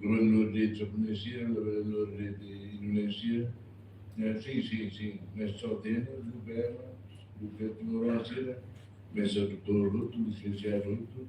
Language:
Tetum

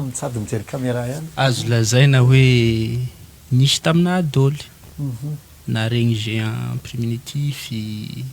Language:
Malagasy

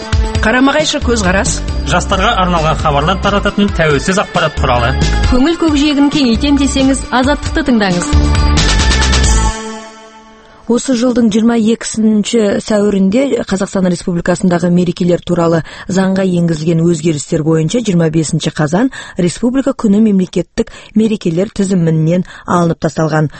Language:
Kazakh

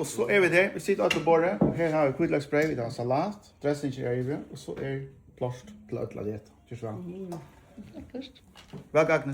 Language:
Faroese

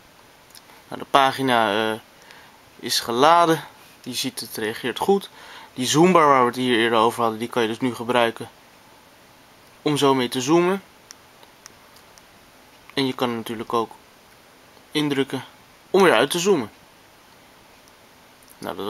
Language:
Dutch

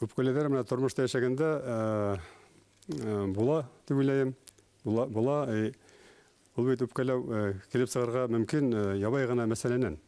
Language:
Bashkir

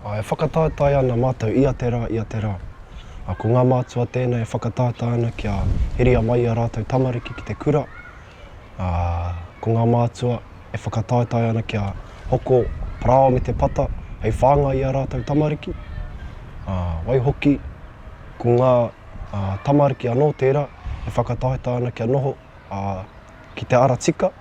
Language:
Māori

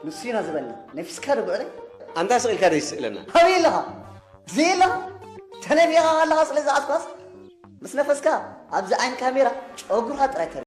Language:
Tigrinya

